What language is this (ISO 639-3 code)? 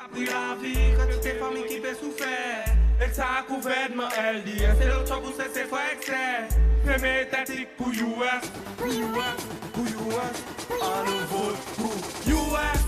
crs